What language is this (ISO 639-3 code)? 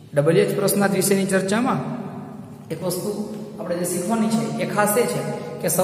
guj